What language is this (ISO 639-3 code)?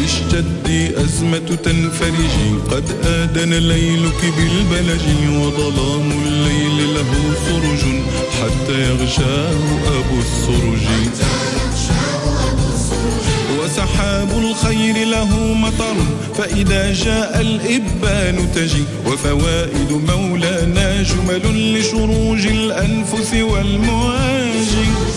ary